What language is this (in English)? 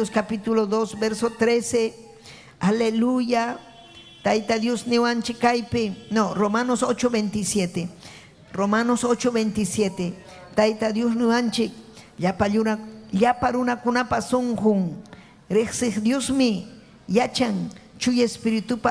Ayacucho Quechua